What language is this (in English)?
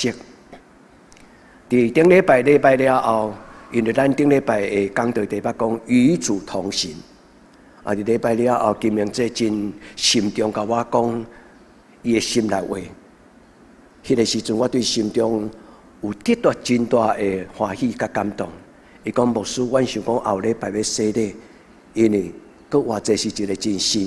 Min Nan Chinese